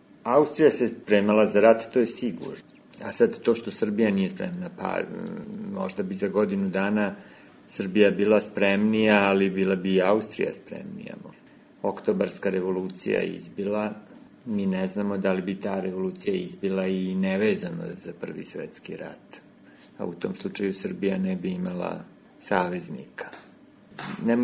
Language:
Serbian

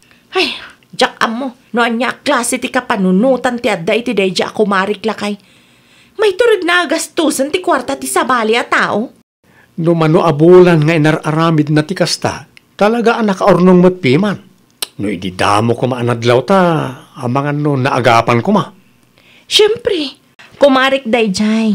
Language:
Iloko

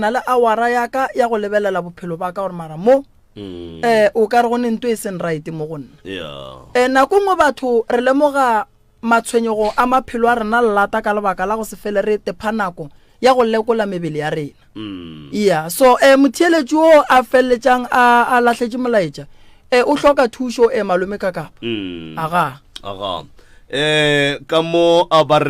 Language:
Northern Sotho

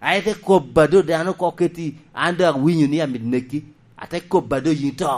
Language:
Lango (Uganda)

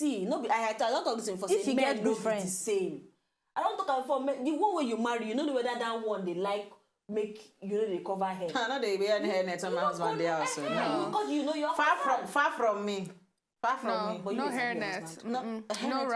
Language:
Nigerian Pidgin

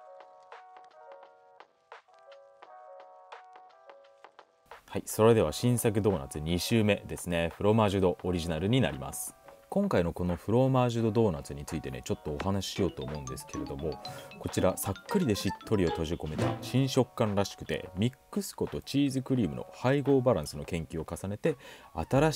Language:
Japanese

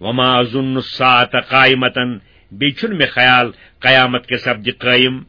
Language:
Kashmiri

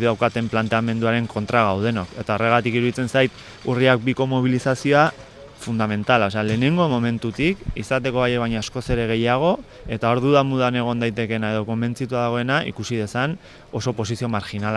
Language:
Basque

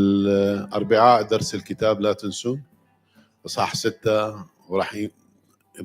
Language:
Mesopotamian Arabic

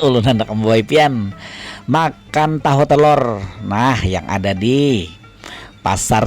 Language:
Banjar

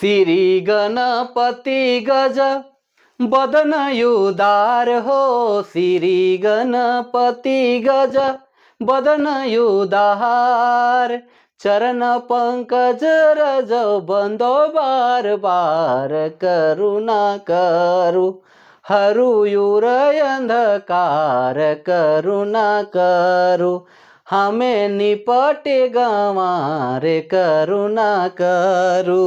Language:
Sadri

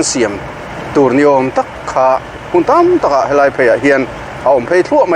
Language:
Mizo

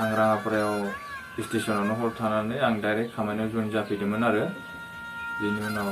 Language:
Bodo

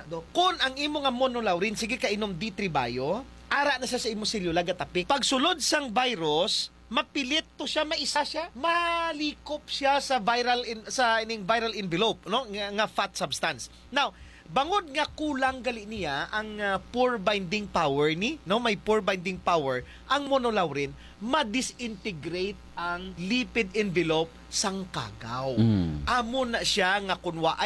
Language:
Hiligaynon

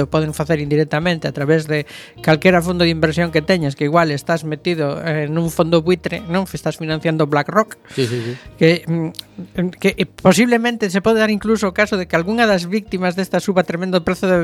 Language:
Galician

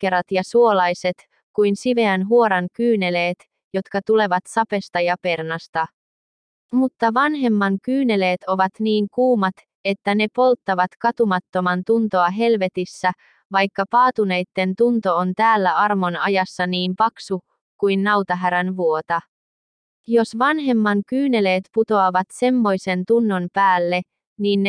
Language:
Finnish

